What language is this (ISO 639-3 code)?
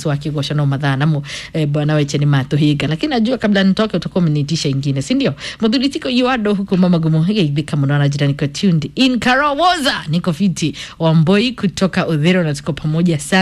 kik